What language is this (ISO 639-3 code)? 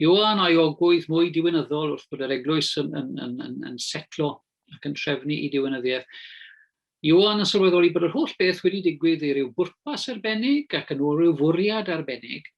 cym